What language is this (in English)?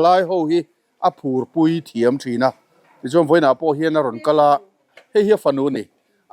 Mizo